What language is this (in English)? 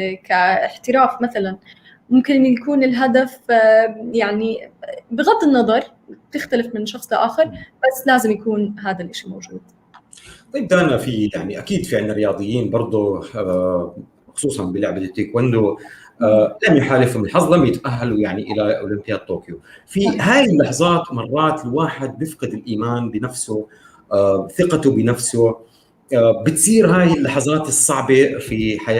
North Levantine Arabic